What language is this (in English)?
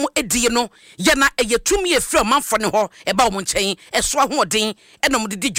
Akan